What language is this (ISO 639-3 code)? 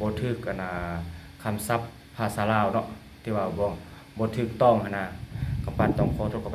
lao